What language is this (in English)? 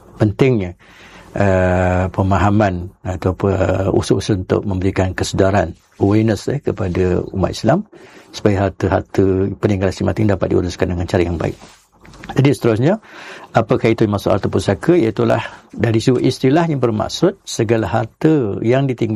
Malay